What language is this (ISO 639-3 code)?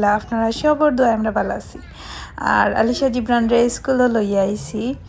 syl